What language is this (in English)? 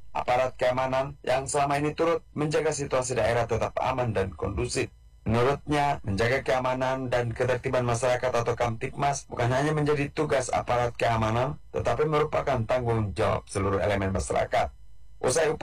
Indonesian